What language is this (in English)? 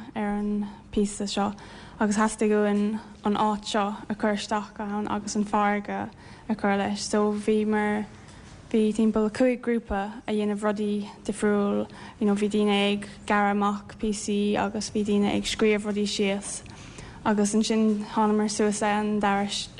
Irish